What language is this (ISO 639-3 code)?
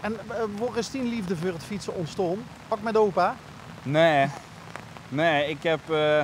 lim